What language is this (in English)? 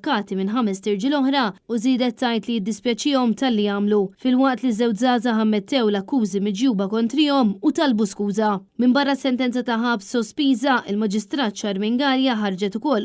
Maltese